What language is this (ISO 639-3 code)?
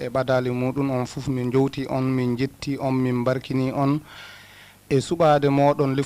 ful